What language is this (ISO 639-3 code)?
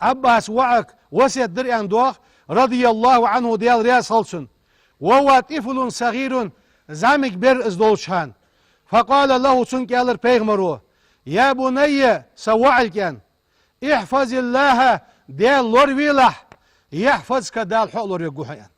inh